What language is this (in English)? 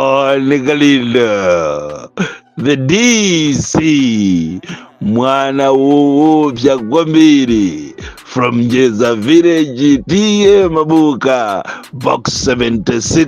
Nyanja